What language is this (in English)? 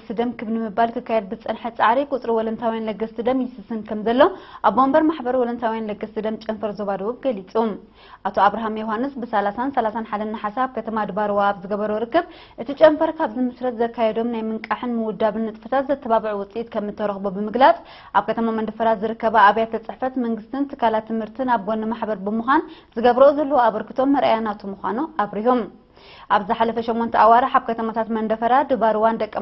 Tigrinya